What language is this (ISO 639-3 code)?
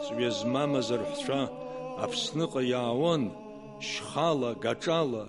abk